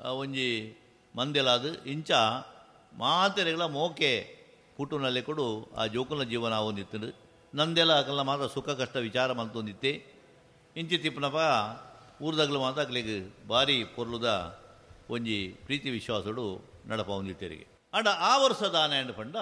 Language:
Tulu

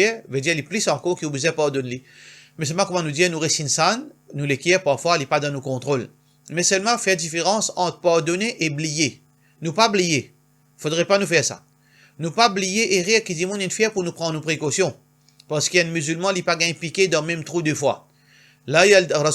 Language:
Morisyen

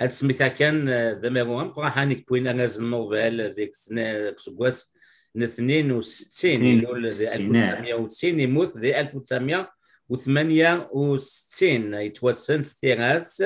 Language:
Kabyle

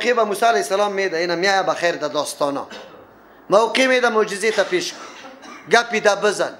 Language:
Persian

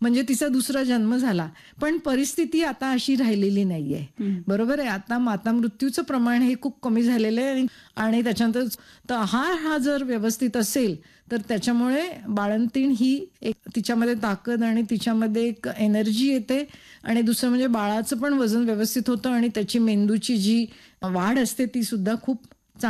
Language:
Marathi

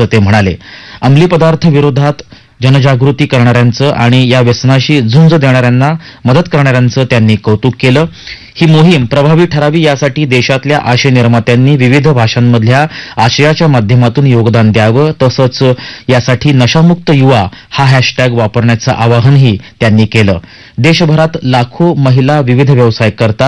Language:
Marathi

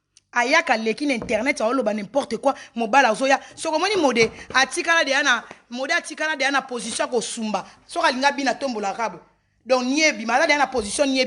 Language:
Lingala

